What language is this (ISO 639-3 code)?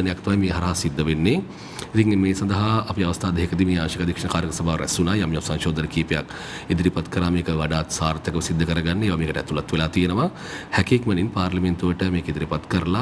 sin